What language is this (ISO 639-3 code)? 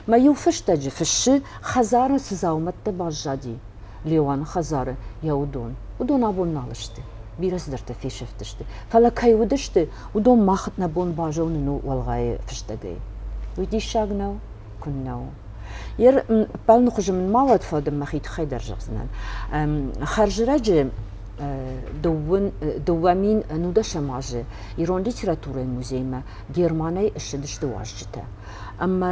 oss